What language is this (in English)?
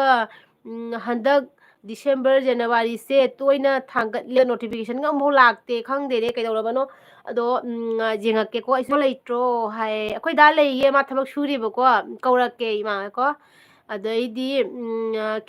Manipuri